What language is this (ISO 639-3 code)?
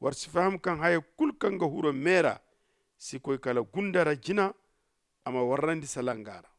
dje